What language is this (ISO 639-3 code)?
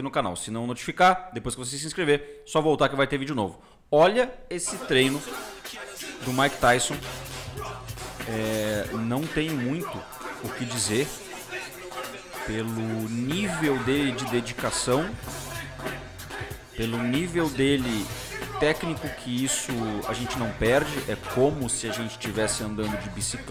por